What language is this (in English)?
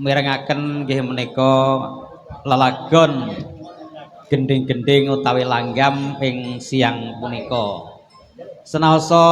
Javanese